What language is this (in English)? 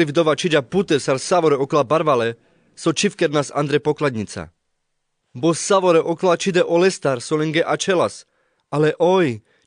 Carpathian Romani